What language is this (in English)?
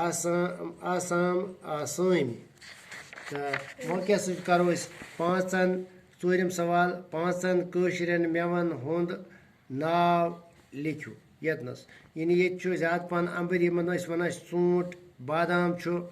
Kashmiri